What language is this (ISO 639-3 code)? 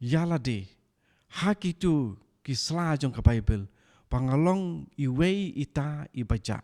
kha